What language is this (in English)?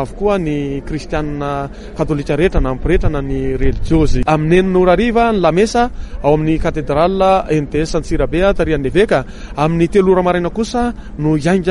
Malagasy